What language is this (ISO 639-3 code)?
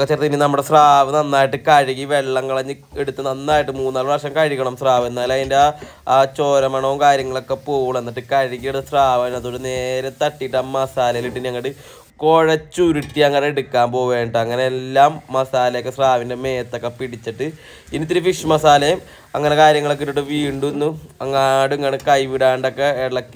mal